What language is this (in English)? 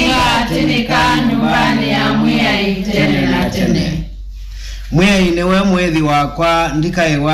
Kamba